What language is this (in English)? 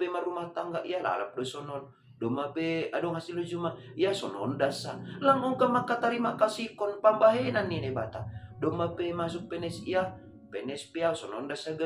Batak Simalungun